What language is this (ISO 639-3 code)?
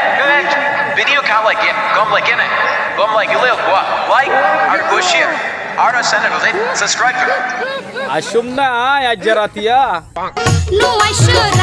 rhg